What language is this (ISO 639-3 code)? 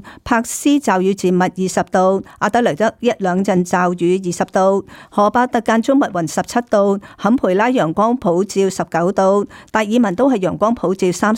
yue